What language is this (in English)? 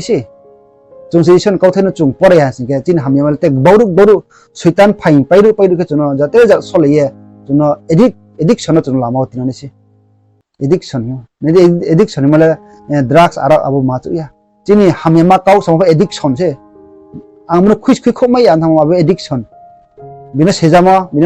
Riang (India)